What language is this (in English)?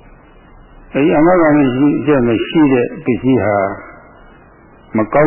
Burmese